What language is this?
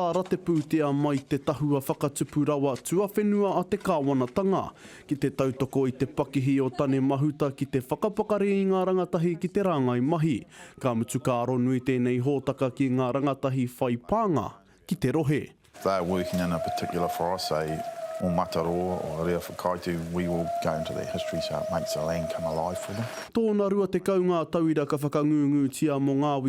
Māori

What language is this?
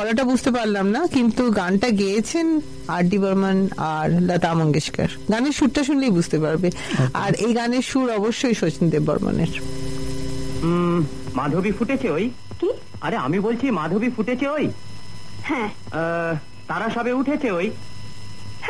Bangla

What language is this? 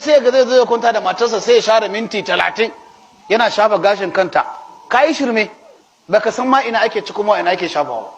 Hausa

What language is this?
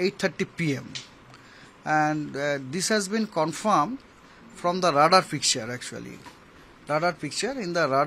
Hindi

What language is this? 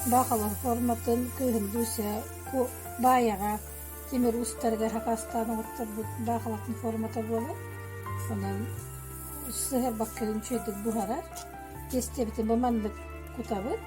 Yakut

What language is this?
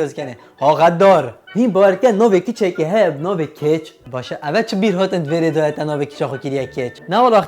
Kurdish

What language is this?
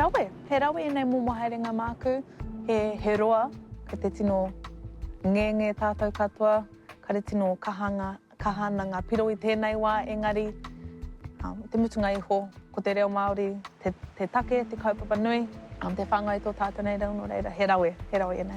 Māori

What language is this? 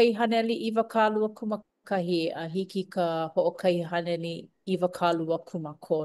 Hawaiian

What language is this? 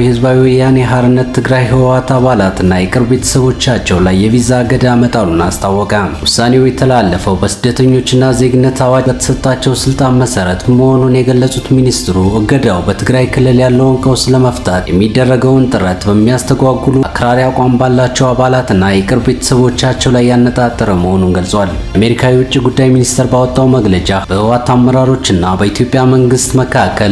Amharic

